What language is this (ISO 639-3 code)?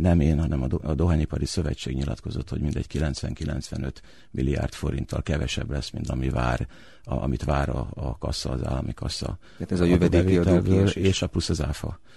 hun